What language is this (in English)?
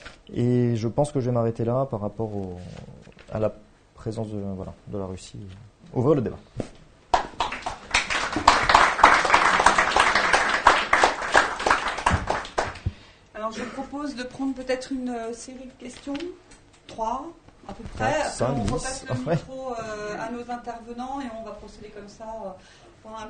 French